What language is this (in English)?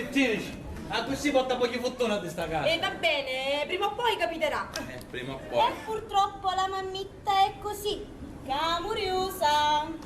Sicilian